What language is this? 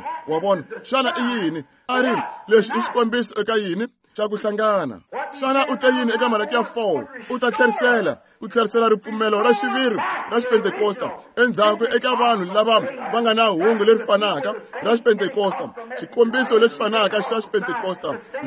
Tsonga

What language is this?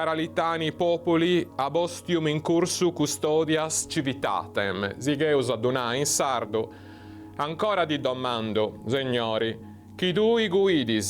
Sardinian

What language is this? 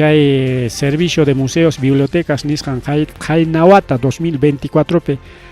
Ayacucho Quechua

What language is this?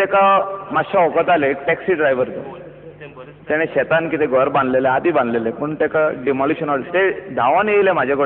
Konkani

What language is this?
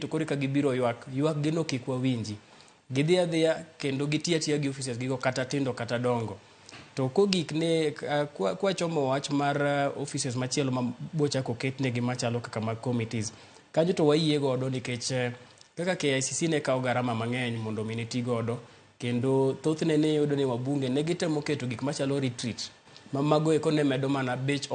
Luo (Kenya and Tanzania)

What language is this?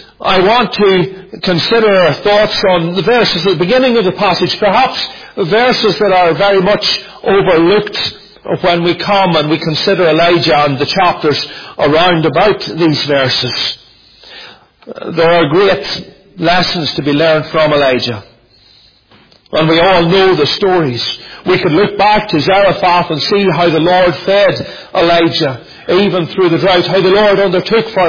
English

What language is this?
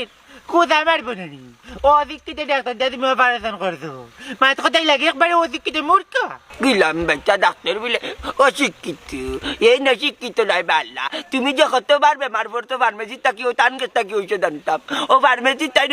Sylheti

